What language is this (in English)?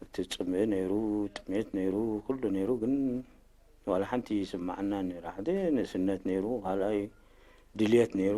Tigrinya